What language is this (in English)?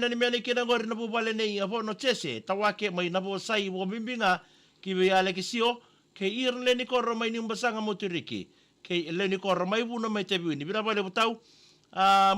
Fijian